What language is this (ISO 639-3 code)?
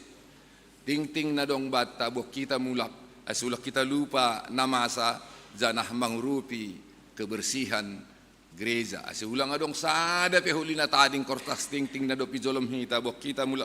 bts